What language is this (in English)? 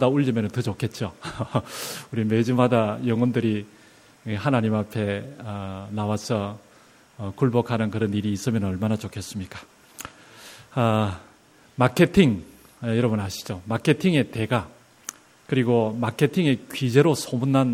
Korean